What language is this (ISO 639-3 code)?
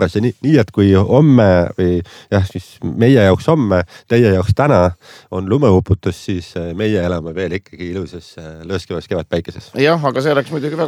est